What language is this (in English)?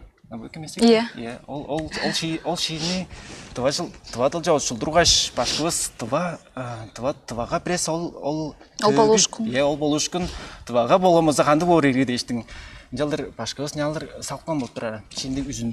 Tuvinian